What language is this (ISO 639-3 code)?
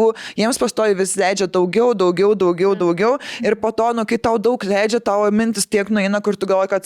lit